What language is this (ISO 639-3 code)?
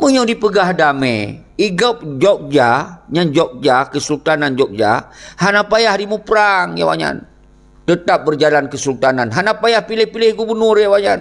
ace